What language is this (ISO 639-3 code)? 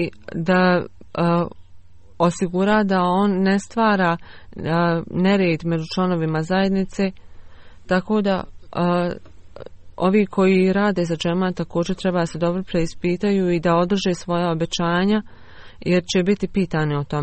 bos